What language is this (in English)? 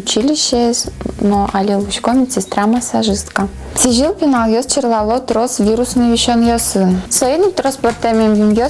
Udmurt